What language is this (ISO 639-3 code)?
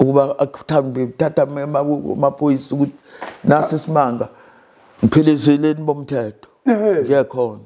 zul